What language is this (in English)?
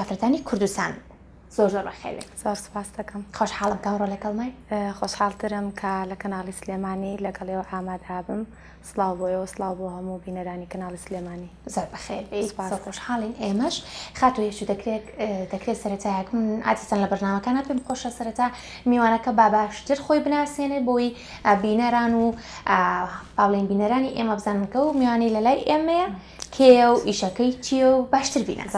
Central Kurdish